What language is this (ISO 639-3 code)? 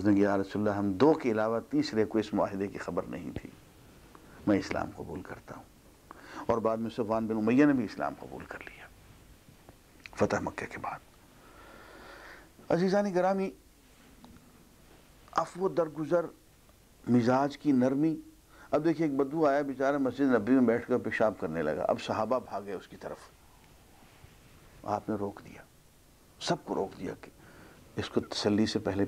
urd